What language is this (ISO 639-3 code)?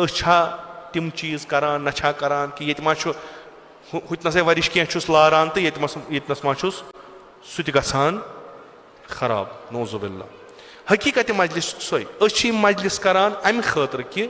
kas